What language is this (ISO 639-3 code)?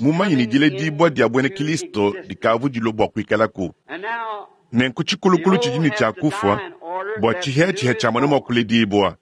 lua